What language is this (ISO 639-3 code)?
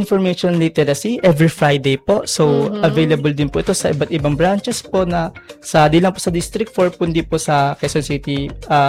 fil